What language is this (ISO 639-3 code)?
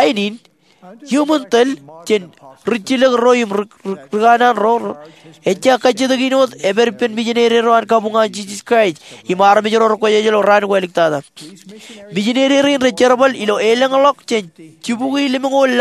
mah